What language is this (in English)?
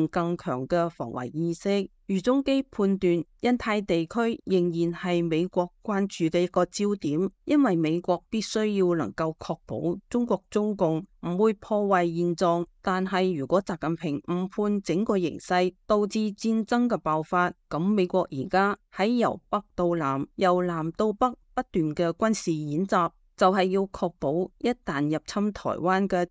Cantonese